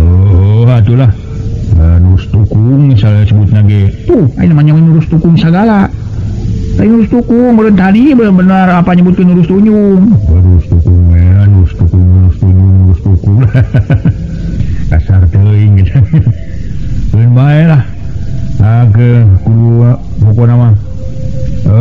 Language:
Sundanese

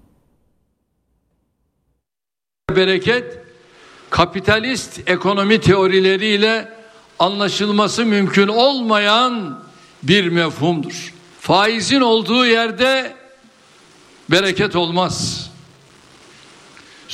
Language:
Turkish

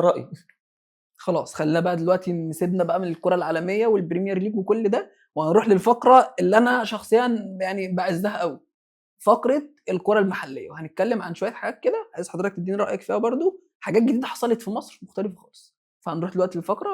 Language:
Egyptian Arabic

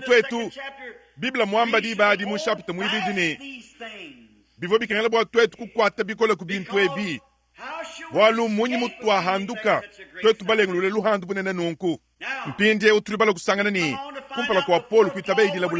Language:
Luba-Lulua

